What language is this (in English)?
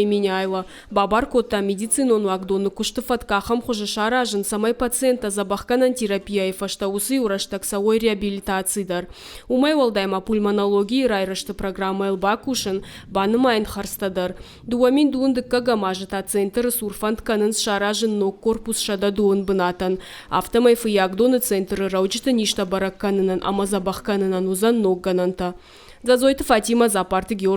Ossetic